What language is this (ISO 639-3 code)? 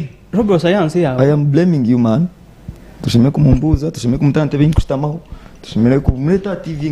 nyn